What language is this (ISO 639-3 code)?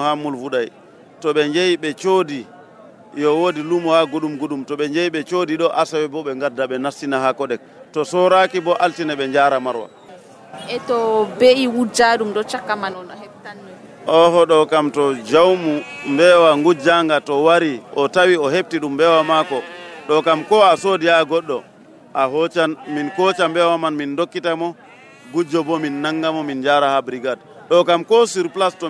fuv